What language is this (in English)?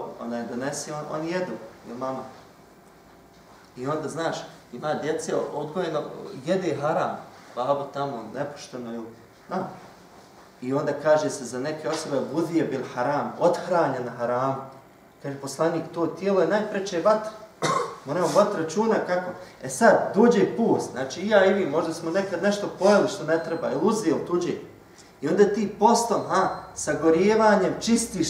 Bosnian